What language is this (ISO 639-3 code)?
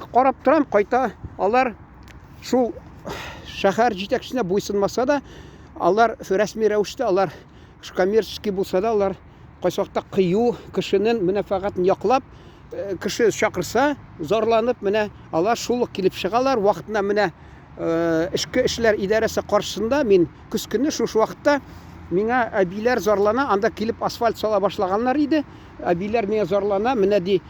tat